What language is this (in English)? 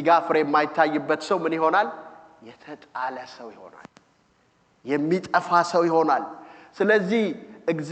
Amharic